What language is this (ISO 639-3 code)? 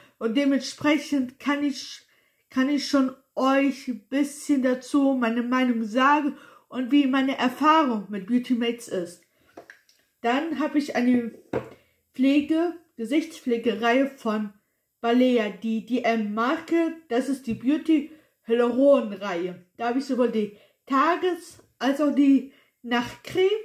deu